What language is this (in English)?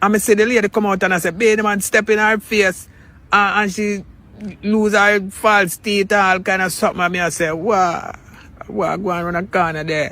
Jamaican Creole English